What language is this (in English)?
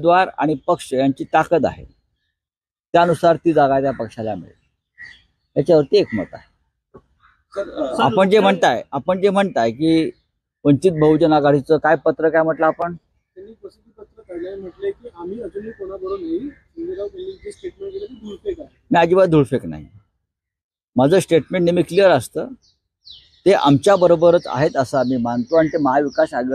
Marathi